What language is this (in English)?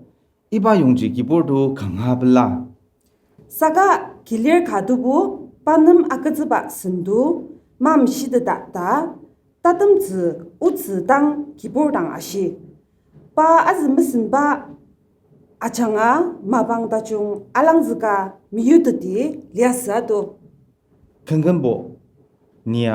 Ao Naga